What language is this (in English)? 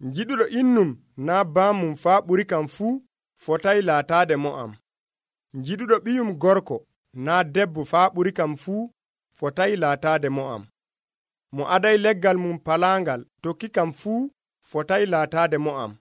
Nigerian Fulfulde